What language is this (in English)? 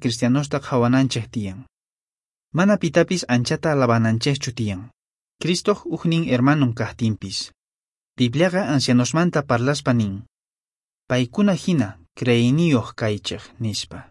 Quechua